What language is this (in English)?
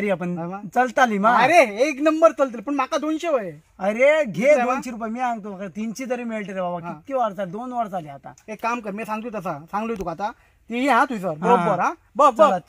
Konkani